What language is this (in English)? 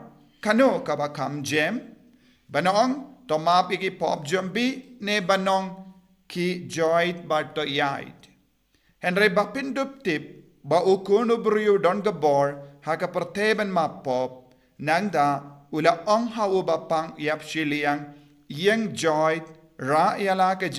Khasi